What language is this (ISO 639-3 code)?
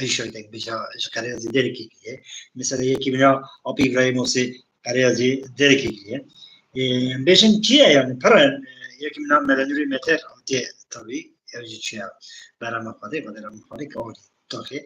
kur